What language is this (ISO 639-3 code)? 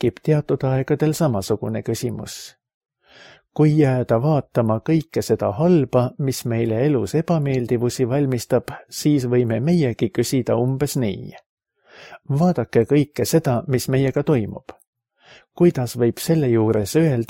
est